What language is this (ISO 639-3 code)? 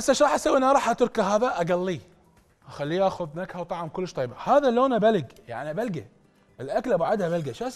acm